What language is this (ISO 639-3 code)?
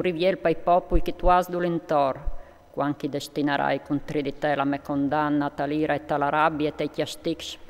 fur